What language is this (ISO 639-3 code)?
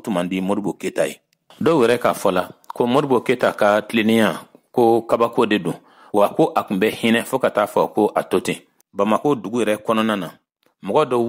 bam